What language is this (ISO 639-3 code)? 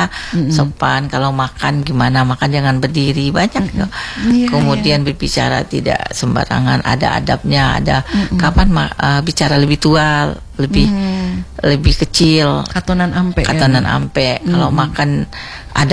ind